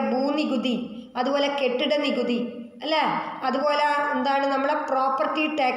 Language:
Malayalam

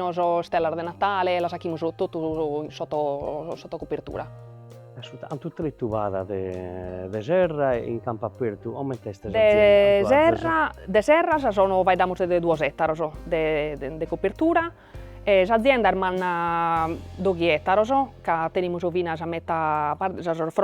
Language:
Sardinian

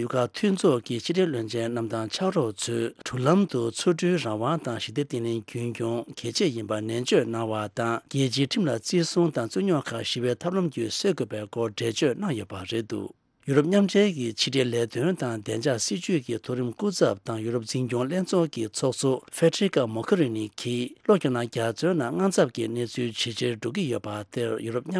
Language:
Tibetan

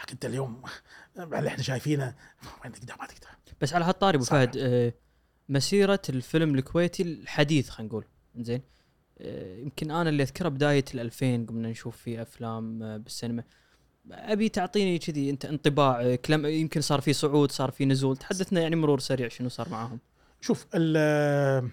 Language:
Gulf Arabic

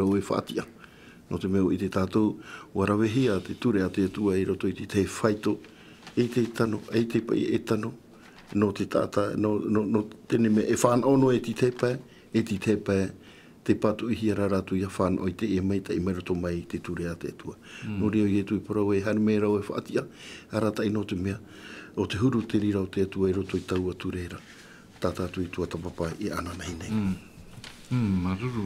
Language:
Tahitian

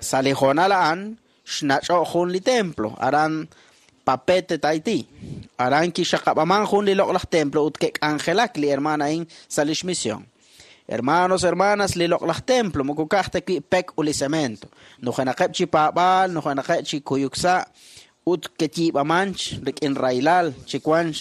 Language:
Kekchí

